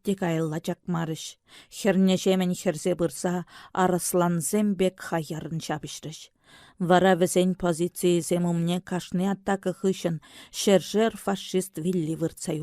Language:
Chuvash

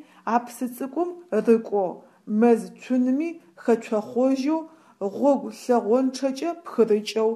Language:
Adyghe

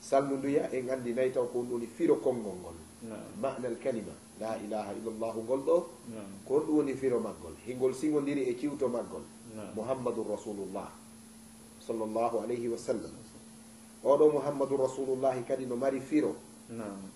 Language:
Fula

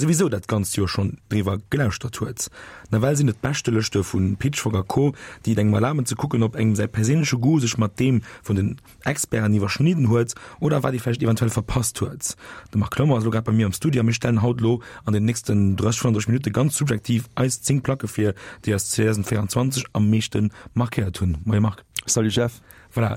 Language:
Luxembourgish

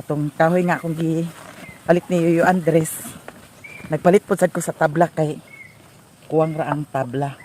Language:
Cebuano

